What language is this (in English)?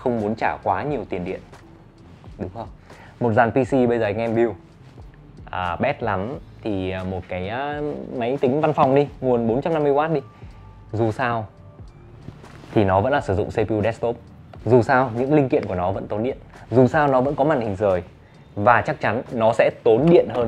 Vietnamese